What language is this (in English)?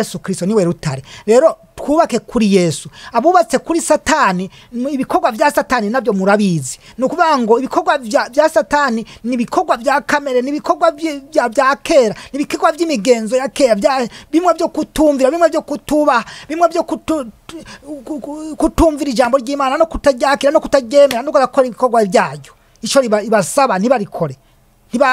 Rundi